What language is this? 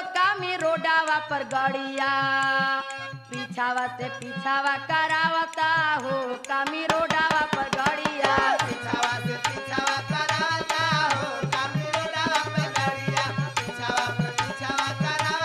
Bhojpuri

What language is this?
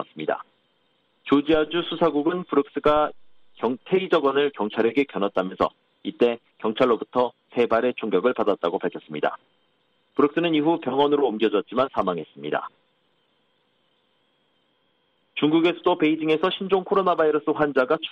Korean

